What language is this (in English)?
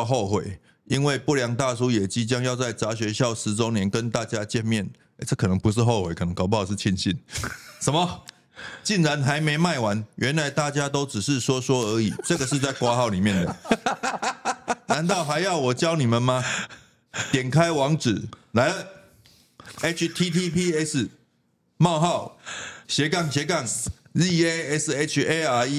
Chinese